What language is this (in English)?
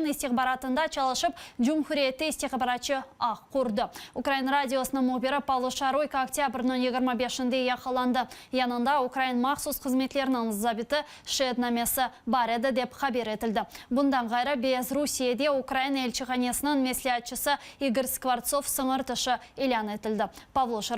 Crimean Tatar